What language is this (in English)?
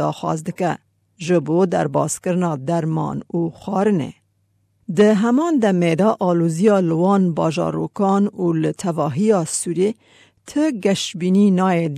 Kurdish